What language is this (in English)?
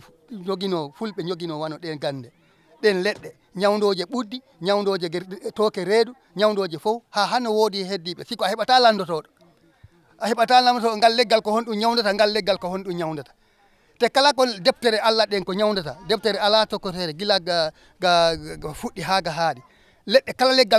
Fula